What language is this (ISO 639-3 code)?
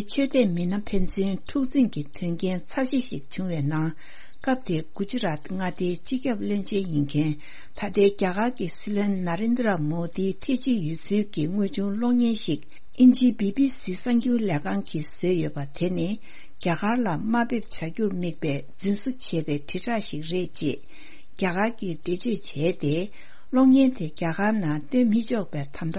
bod